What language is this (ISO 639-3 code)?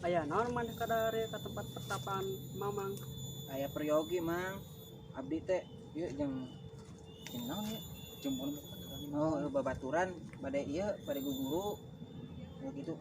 sun